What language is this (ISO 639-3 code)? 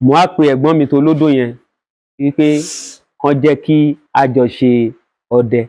yor